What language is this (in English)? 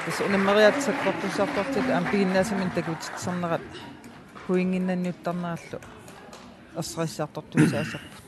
Kalaallisut